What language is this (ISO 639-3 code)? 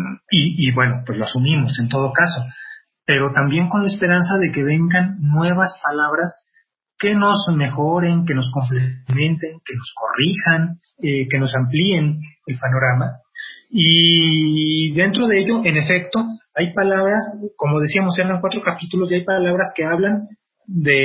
spa